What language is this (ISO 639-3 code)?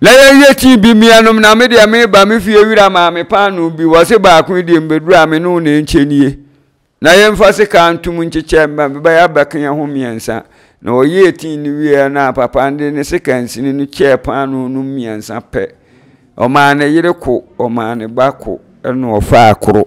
aka